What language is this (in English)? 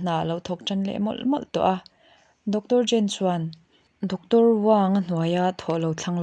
Mizo